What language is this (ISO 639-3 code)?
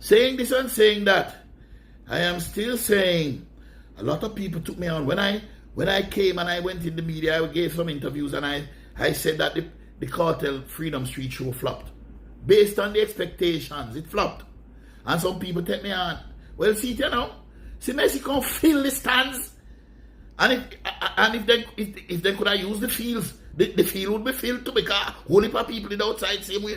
jam